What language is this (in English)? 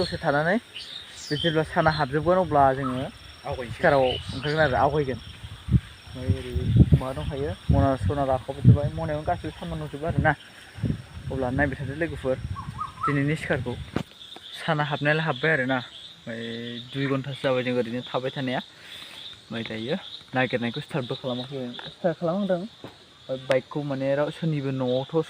Bodo